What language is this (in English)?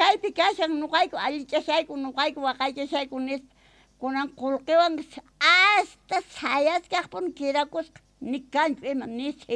South Bolivian Quechua